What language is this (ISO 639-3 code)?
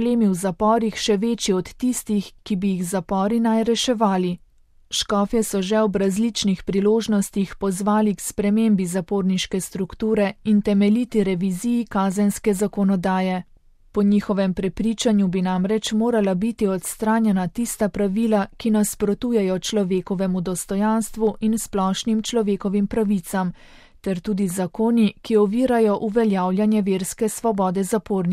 slv